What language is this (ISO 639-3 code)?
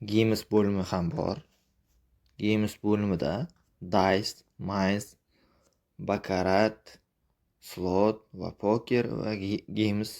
uzb